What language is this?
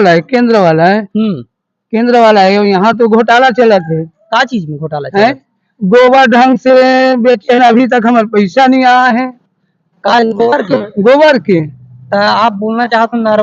Chhattisgarhi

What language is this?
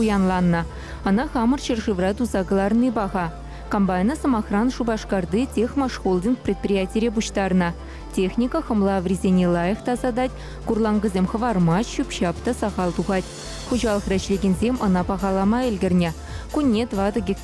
Chuvash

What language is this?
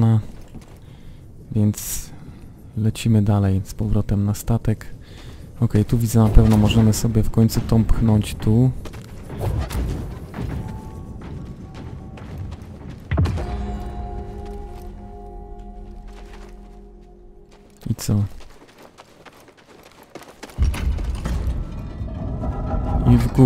Polish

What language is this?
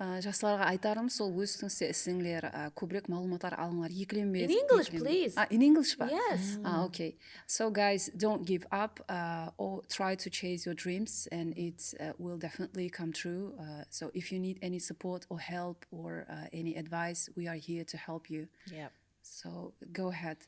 Kara-Kalpak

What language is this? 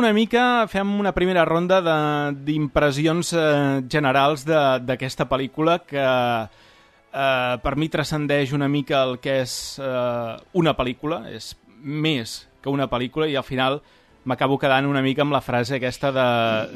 Catalan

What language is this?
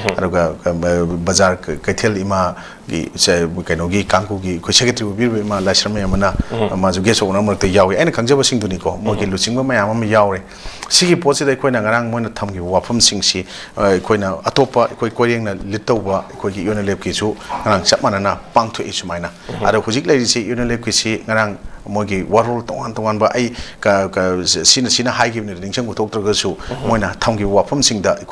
Manipuri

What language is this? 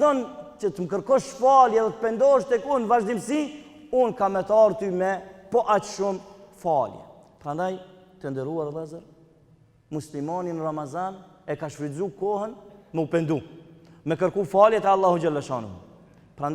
Albanian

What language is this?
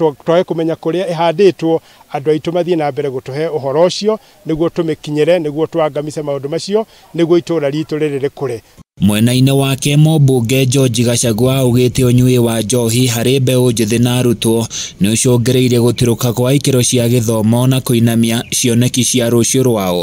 Kikuyu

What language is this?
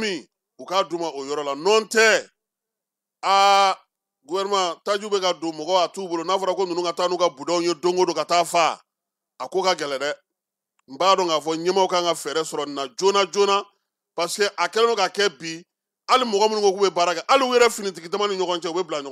Bambara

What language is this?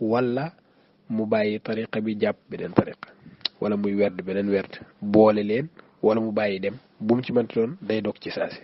Wolof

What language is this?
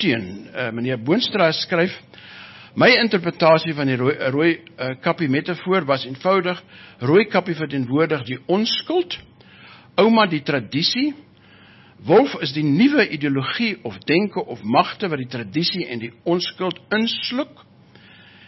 Afrikaans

